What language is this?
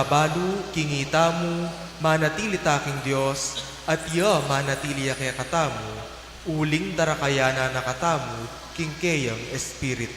Pampanga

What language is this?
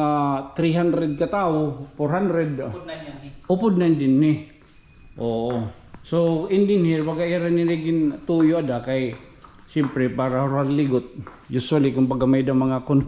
Waray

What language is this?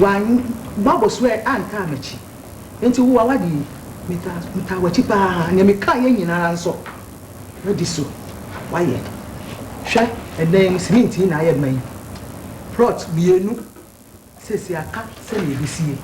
Akan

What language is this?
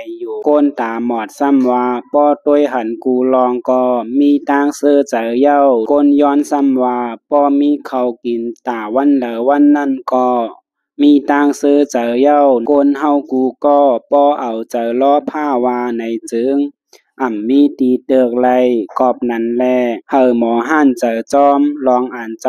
Shan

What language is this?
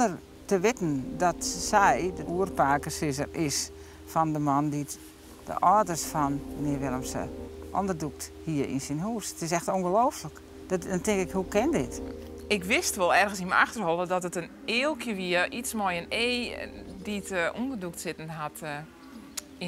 Western Frisian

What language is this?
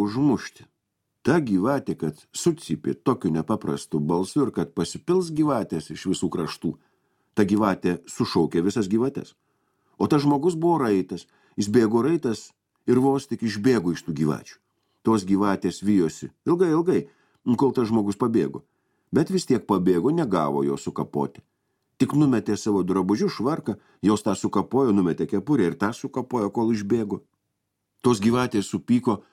Lithuanian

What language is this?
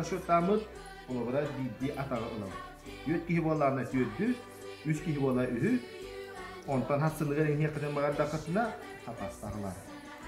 Yakut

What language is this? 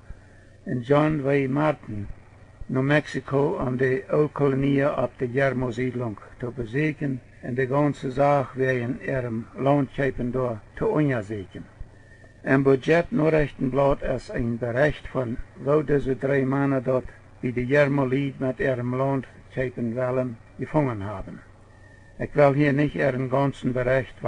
Plautdietsch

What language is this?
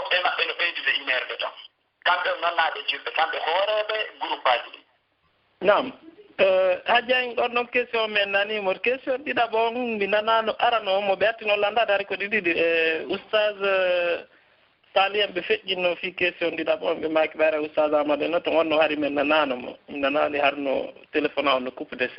Pular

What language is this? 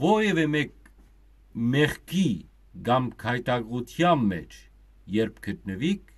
Western Armenian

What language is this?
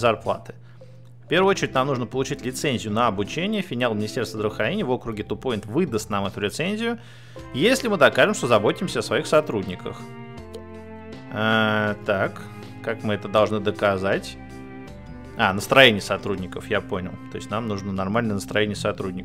Russian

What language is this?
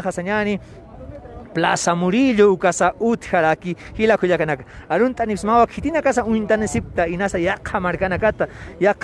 Aymara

